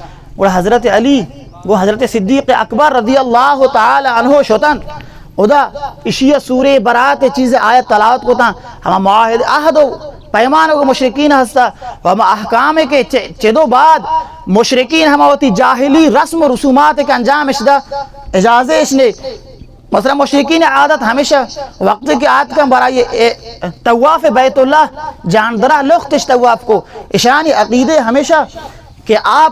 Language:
Baluchi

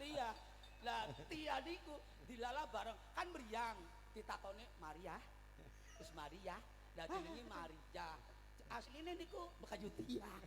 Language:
Javanese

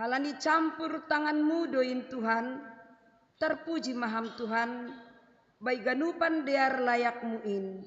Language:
Batak Simalungun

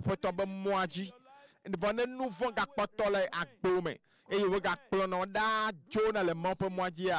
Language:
Ewe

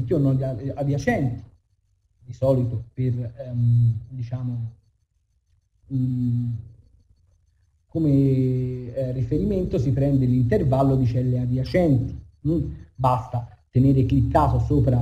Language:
Italian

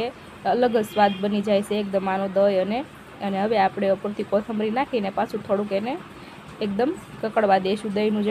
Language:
Gujarati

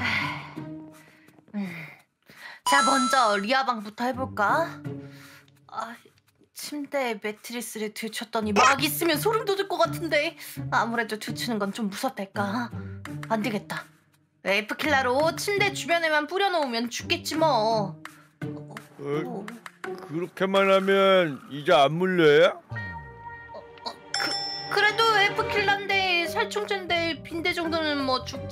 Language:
Korean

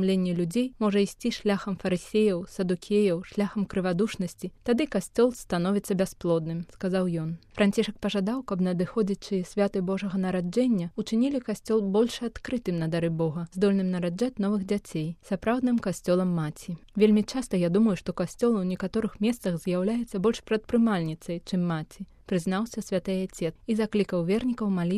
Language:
Belarusian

